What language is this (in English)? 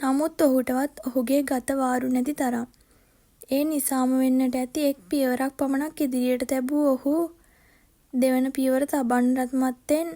Sinhala